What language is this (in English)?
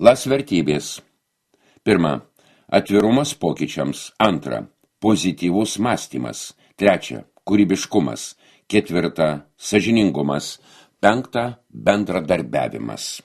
Lithuanian